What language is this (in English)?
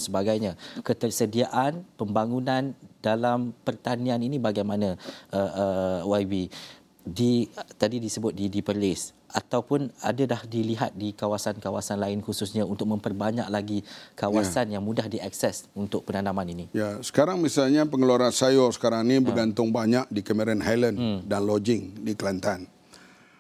Malay